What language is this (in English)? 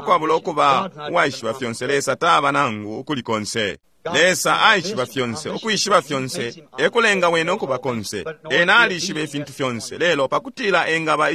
Bemba